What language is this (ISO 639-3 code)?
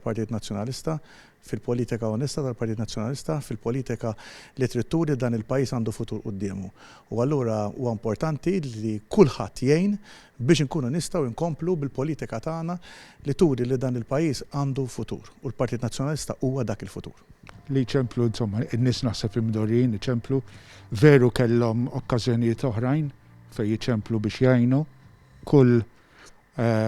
mlt